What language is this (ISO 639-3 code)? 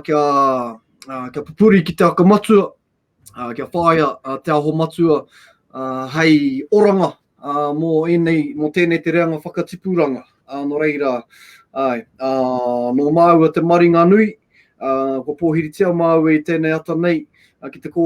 mri